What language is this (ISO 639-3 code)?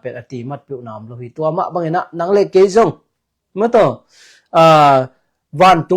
ctd